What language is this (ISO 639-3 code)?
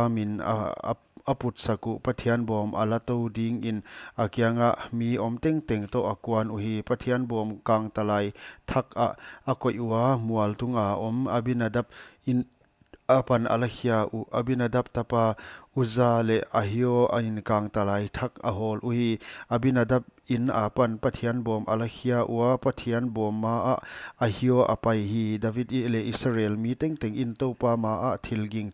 pck